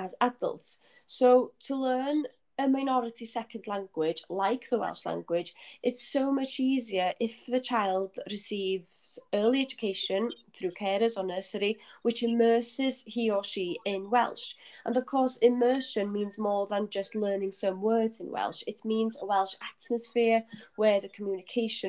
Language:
English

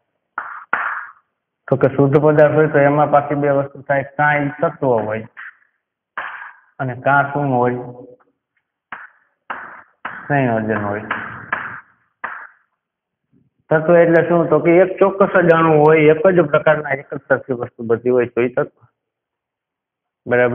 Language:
Gujarati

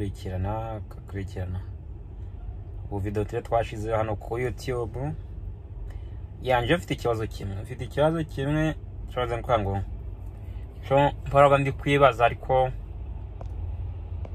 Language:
Kinyarwanda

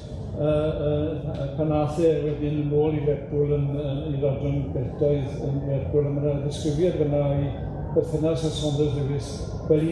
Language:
Welsh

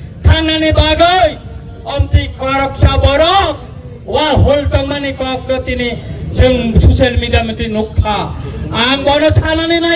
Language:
Kok Borok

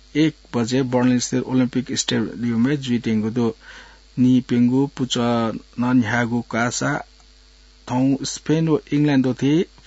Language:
Newari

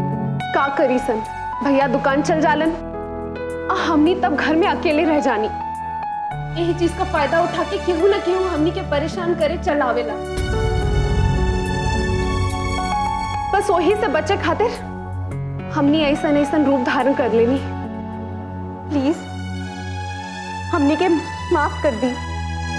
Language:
Bhojpuri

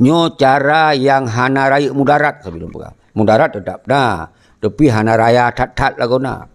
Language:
Achinese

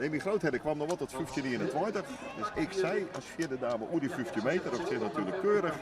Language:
Western Frisian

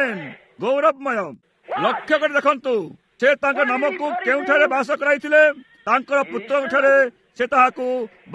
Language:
Odia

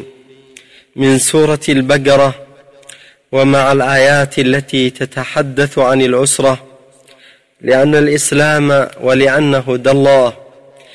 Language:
Arabic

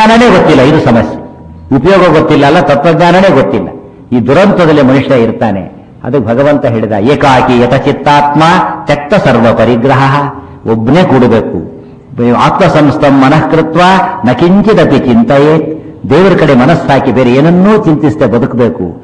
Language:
Kannada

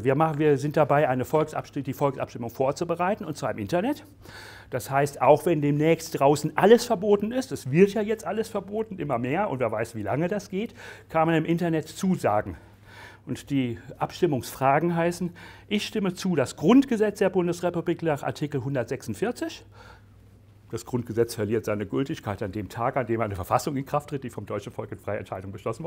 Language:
German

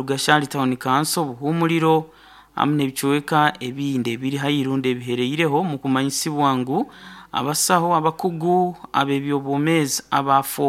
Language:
Nyoro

